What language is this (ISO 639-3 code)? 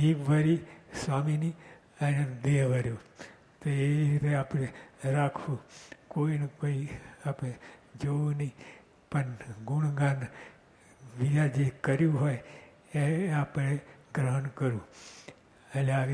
guj